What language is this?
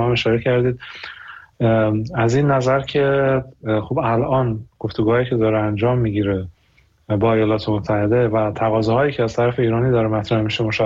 Persian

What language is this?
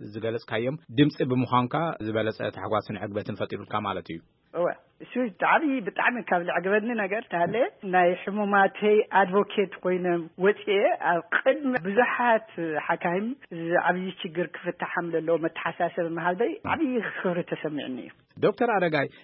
Tigrinya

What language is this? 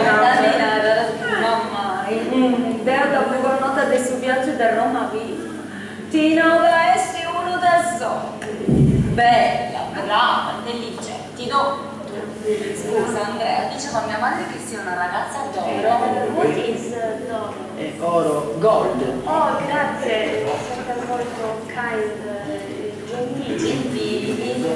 Sardinian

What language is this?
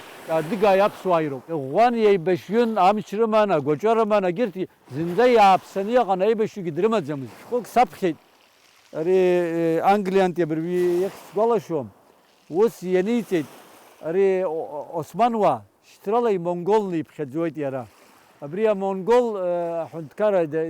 Abkhazian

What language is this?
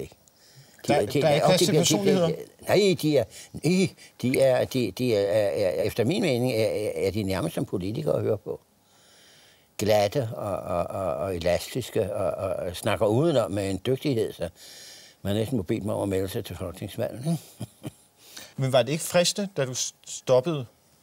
Danish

